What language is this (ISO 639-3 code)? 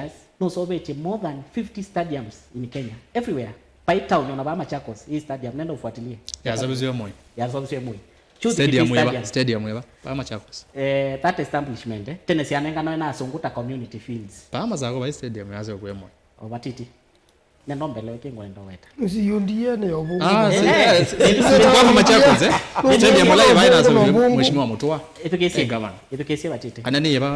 kam